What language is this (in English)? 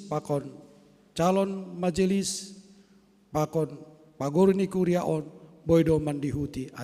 Batak Simalungun